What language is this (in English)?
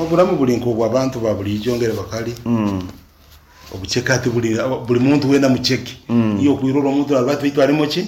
Nyoro